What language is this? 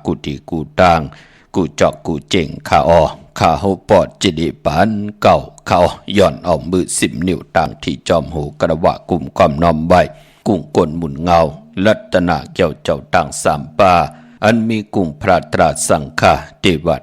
Shan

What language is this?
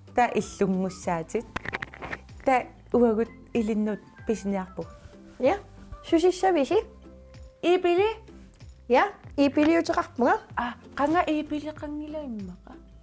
Kalaallisut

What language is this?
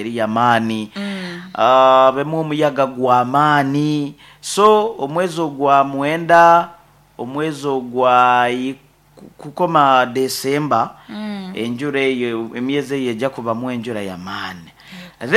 Nyankole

